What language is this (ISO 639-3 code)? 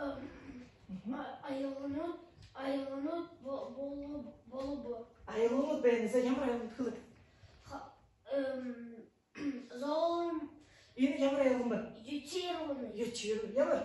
bua